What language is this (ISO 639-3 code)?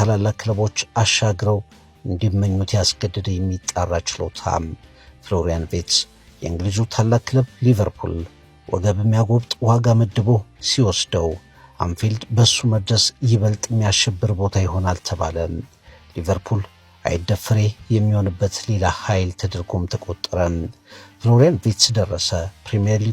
amh